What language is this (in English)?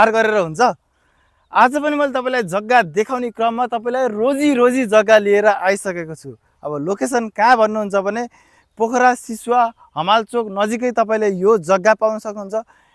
Nepali